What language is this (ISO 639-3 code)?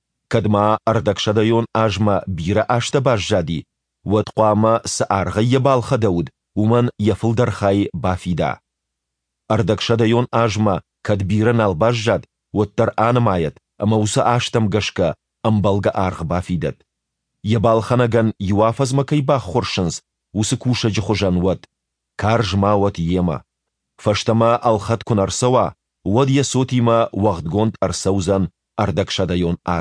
oss